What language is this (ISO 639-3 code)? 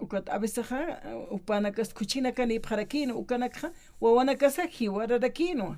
aym